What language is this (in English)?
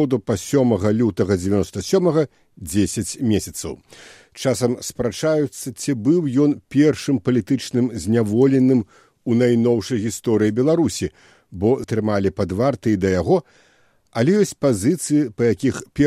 Belarusian